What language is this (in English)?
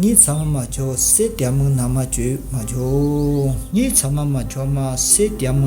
Lisu